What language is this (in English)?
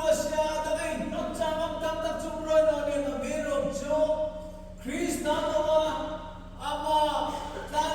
Hmar